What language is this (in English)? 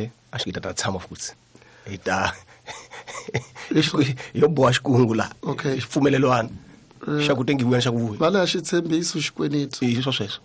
Tsonga